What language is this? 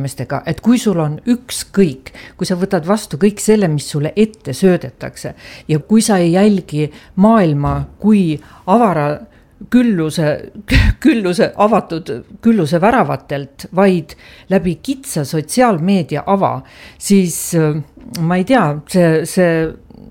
Estonian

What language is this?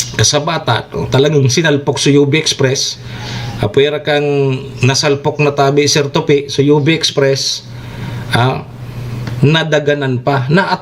Bikol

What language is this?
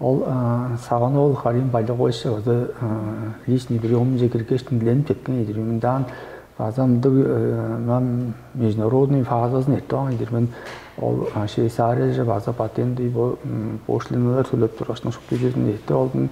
Tuvinian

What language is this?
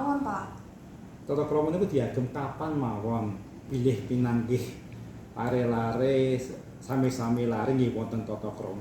Javanese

